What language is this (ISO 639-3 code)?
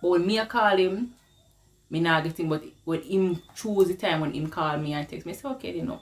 jam